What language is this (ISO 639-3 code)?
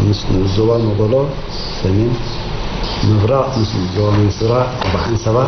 tir